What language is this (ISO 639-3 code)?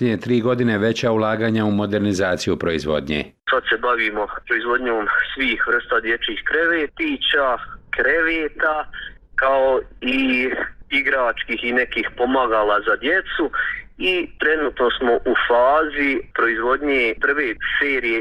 bos